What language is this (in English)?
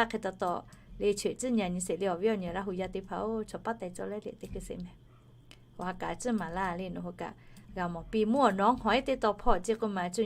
Lahu